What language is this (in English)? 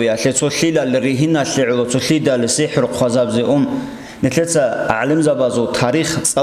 Avaric